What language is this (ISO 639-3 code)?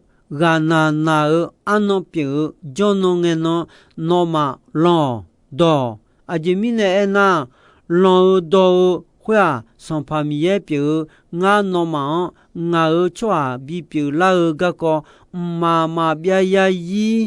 ahk